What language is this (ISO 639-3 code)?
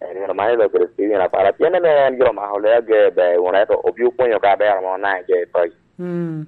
laj